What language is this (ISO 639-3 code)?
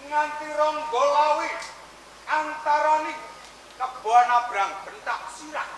jav